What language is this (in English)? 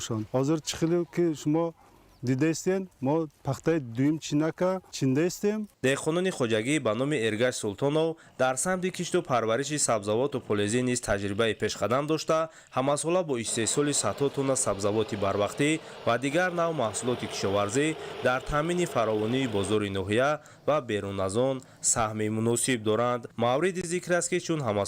Tajik